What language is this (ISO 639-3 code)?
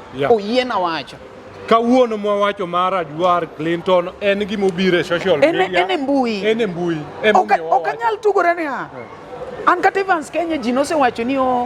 luo